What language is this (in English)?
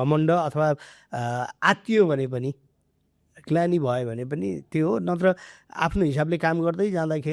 Nepali